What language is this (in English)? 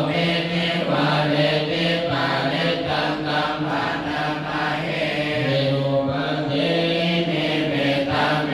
Pali